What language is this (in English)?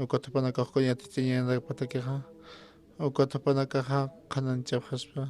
Aymara